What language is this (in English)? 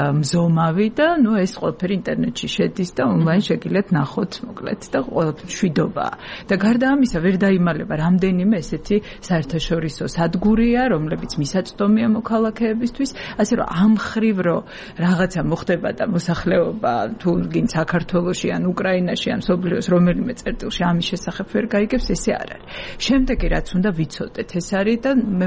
Georgian